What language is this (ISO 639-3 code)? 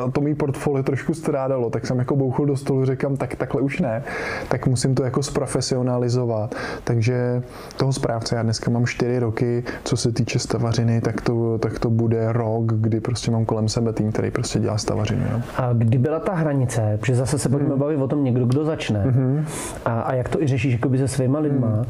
ces